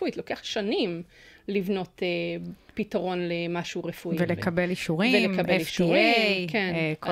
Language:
Hebrew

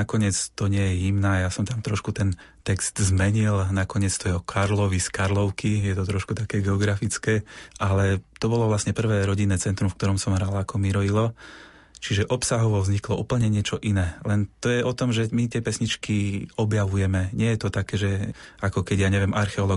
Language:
Slovak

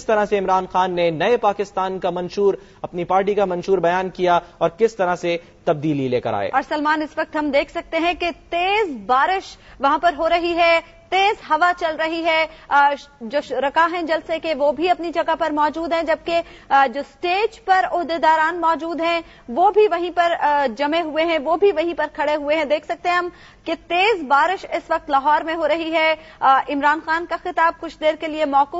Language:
Urdu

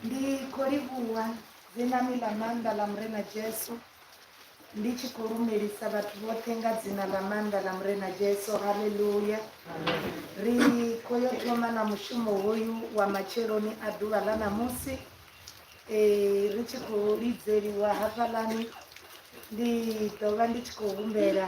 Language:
Venda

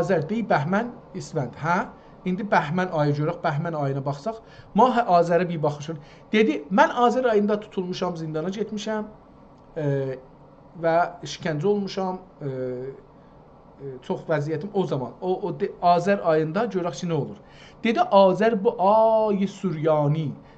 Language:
South Azerbaijani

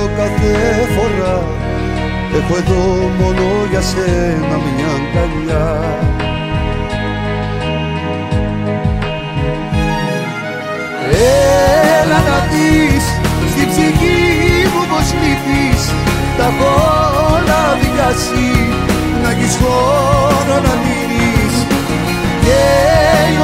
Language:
Greek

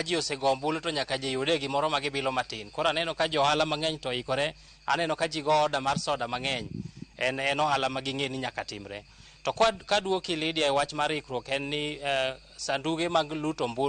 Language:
Luo (Kenya and Tanzania)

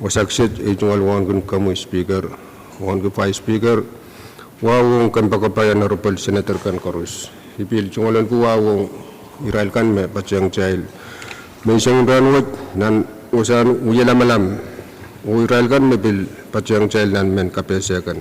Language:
Pohnpeian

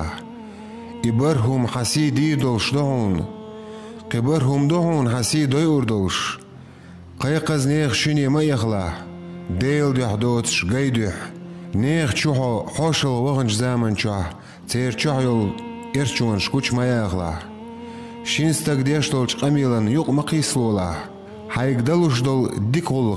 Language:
Chechen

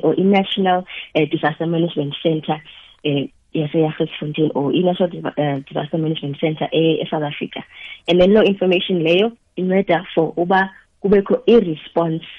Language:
South Ndebele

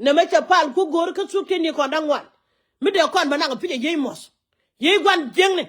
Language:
Nuer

